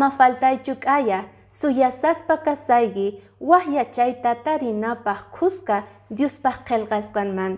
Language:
Quechua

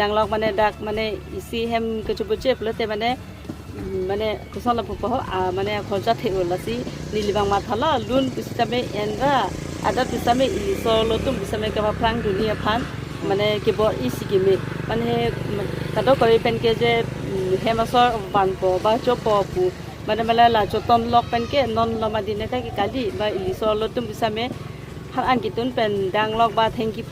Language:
Karbi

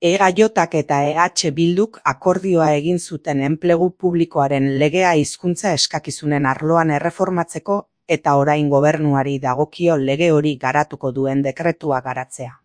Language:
Basque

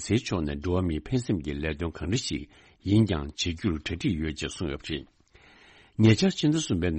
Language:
Tibetan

